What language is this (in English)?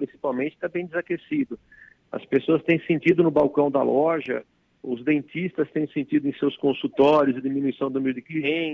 Portuguese